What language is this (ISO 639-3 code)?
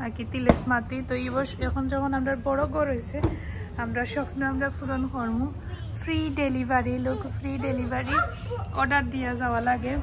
syl